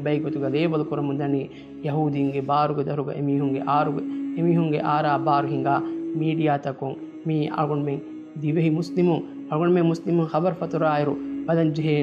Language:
Divehi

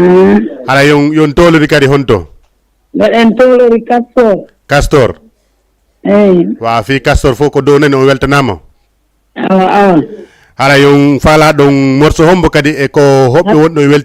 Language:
Fula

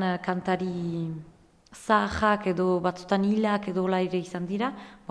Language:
Basque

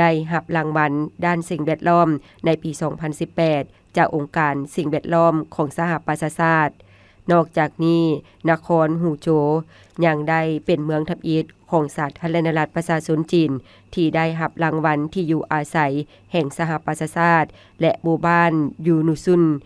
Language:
Lao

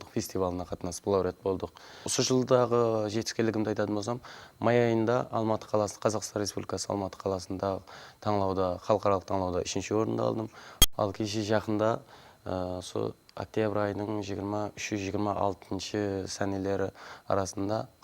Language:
Kara-Kalpak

